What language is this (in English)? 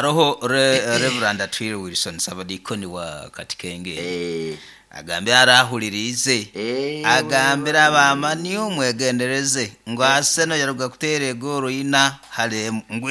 Nyoro